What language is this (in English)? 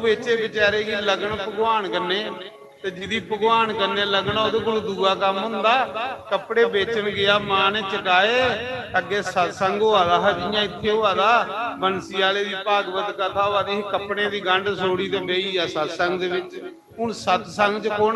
Dogri